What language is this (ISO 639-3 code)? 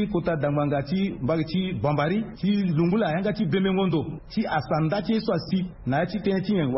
sag